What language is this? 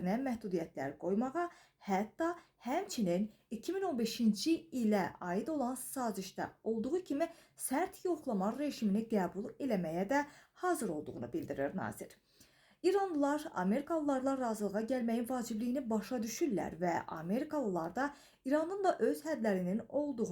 Azerbaijani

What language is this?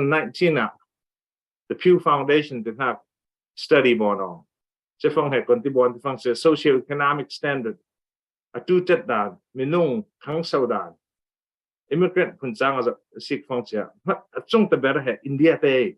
Falam Chin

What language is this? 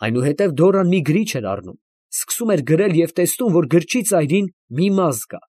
Armenian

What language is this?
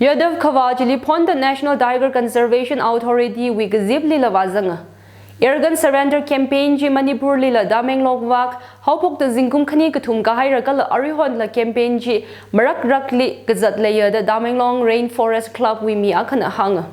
Tangkhul Naga (India)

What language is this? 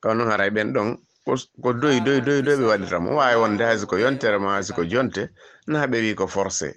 Fula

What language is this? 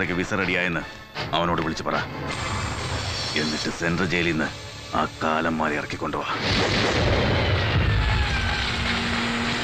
Malayalam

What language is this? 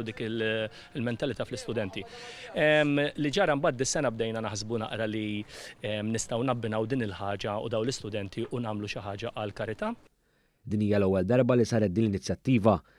Maltese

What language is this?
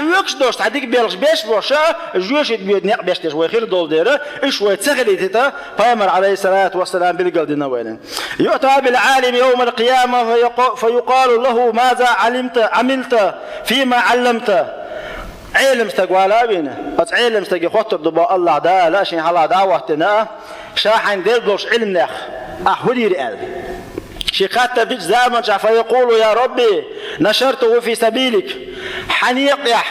Chechen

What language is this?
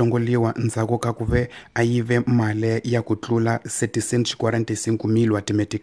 Tsonga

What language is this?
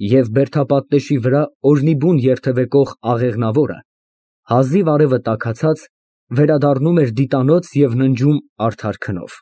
Armenian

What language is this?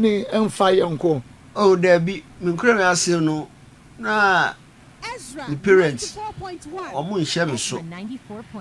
Akan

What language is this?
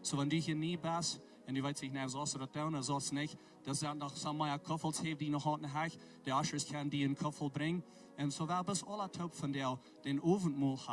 Plautdietsch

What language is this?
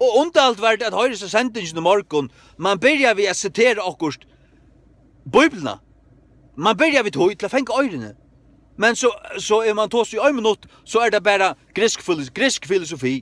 Faroese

